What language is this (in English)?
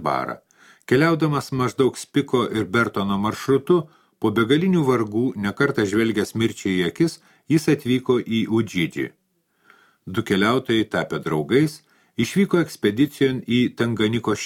Lithuanian